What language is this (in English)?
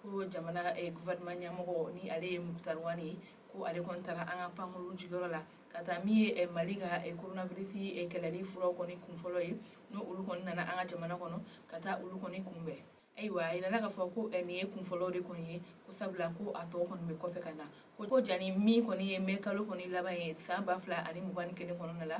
Bambara